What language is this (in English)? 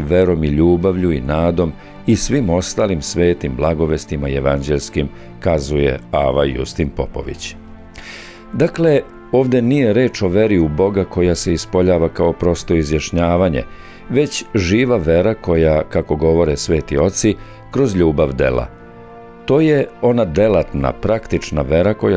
Serbian